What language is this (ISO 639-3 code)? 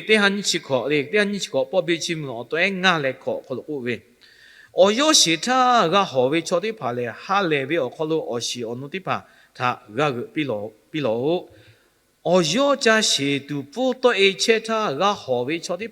lhu